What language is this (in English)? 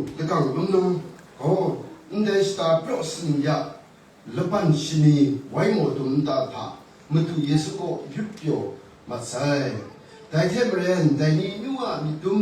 Kachin